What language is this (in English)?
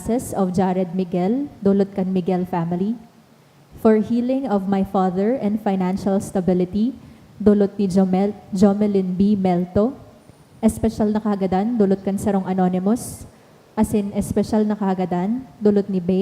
Bikol